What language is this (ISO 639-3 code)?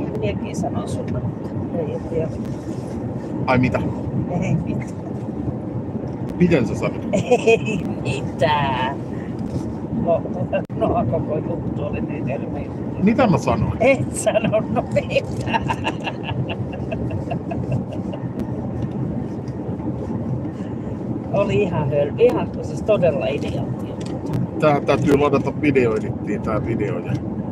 fin